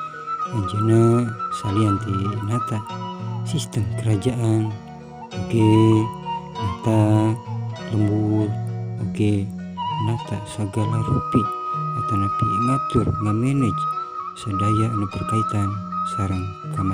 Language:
Sundanese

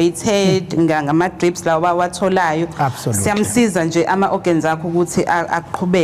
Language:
Zulu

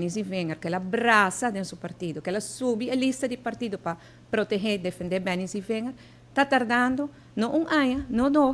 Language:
Papiamento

